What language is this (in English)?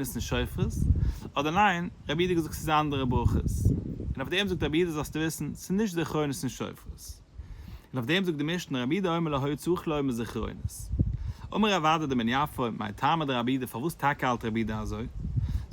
Yiddish